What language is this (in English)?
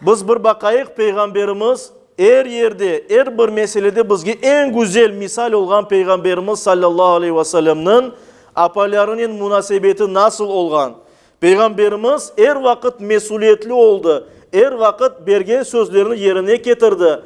Crimean Tatar